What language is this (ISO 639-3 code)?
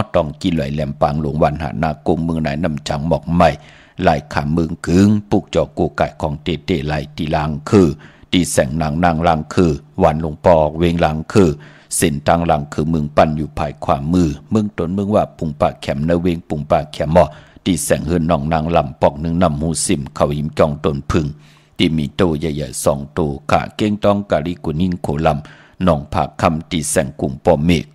shn